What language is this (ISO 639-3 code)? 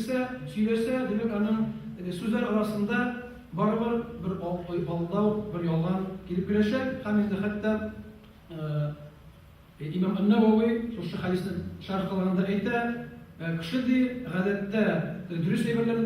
tat